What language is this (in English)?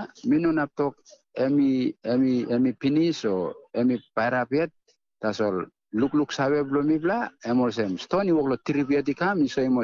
Tok Pisin